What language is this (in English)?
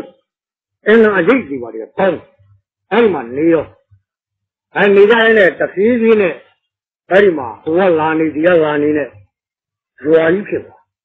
Burmese